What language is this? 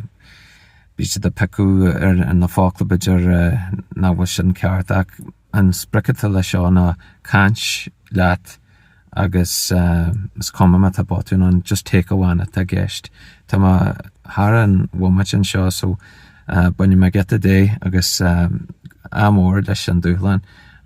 Irish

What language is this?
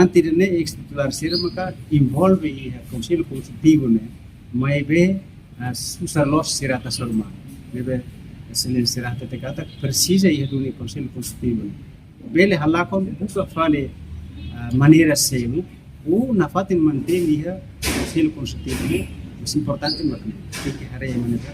Tetum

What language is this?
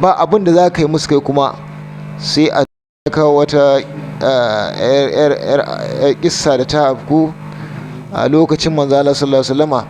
Hausa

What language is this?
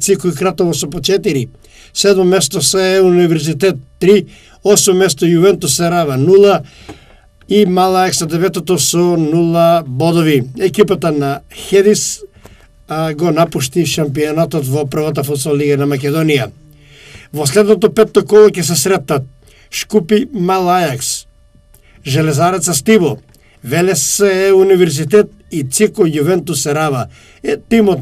Macedonian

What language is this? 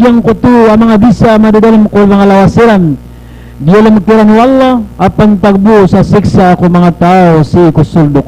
Maranao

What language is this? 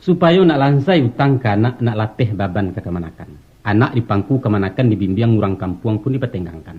Minangkabau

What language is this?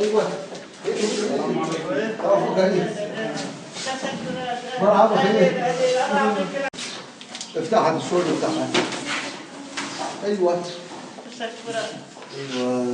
Kurdish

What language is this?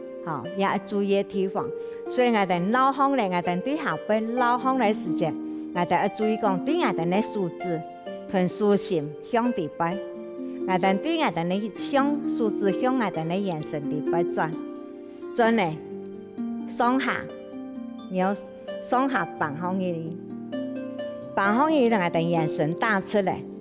Hakka Chinese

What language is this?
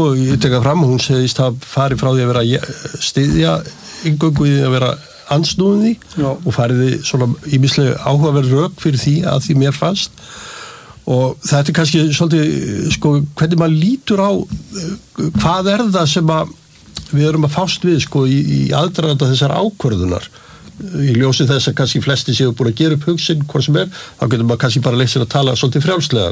Icelandic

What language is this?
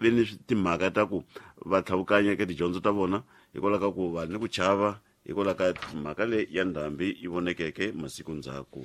Tsonga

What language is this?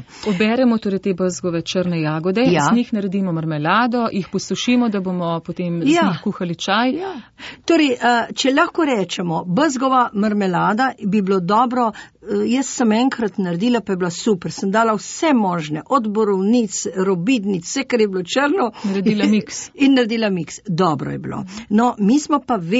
Slovenian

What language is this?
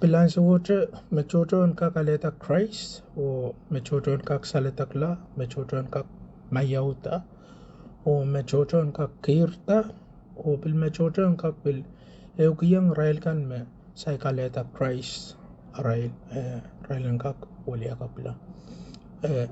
Pohnpeian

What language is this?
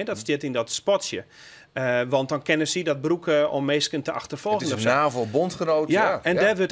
Western Frisian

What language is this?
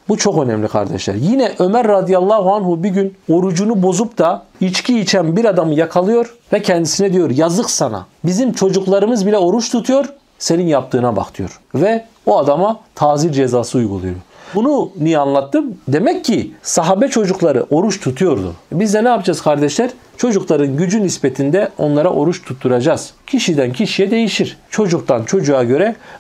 Turkish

